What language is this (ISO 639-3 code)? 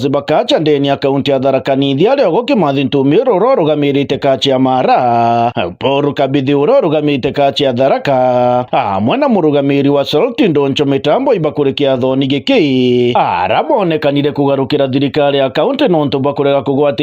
mer